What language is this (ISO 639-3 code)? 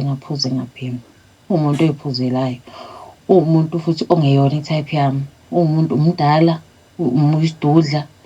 zul